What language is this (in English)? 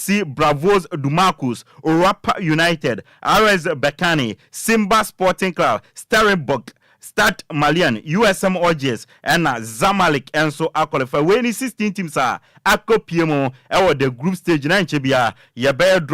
Akan